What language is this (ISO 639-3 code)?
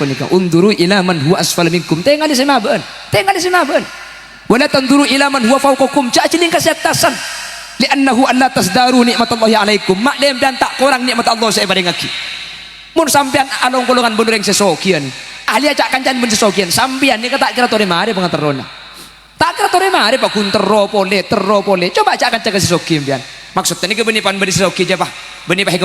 mad